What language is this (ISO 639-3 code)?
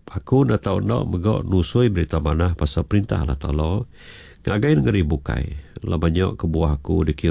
iba